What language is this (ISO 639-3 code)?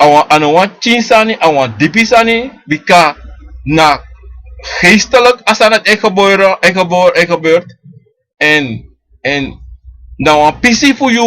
srn